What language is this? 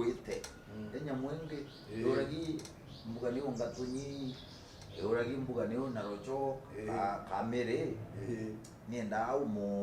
Meru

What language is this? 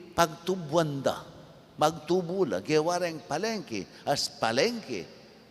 Pampanga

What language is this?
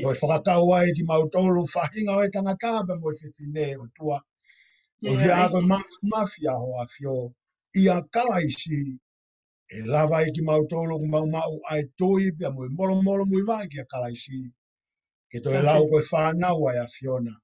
Tongan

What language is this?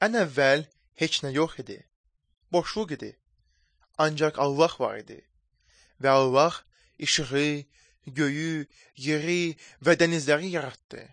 Azerbaijani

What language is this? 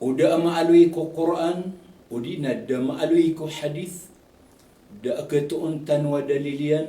Maranao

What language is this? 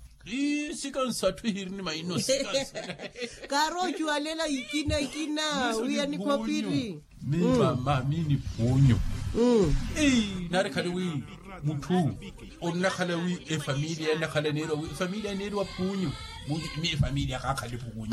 Makhuwa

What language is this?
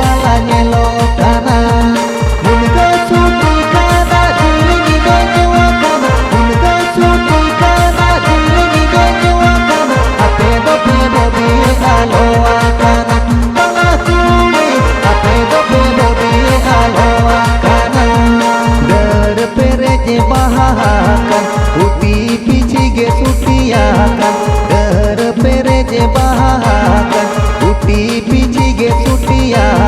Santali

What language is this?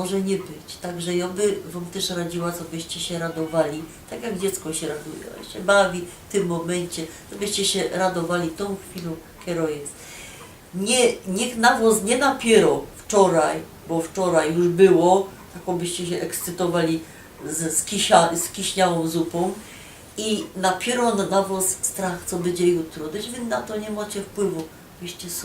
Silesian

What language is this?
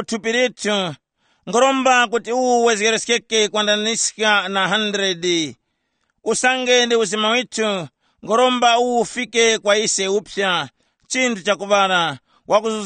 Tumbuka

